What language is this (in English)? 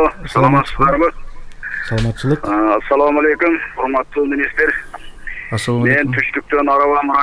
Kyrgyz